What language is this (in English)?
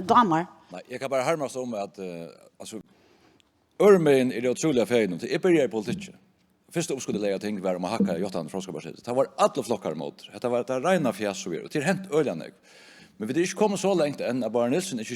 Faroese